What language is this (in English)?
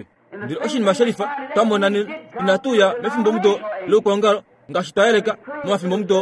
Kuanyama